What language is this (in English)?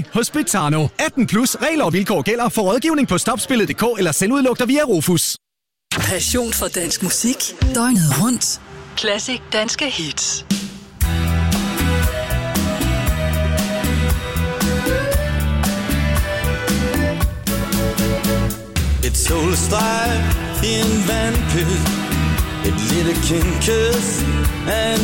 Danish